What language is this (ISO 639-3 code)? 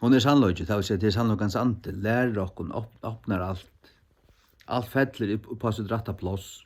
fao